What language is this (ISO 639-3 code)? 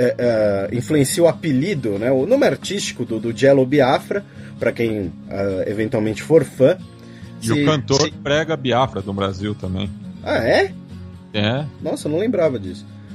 por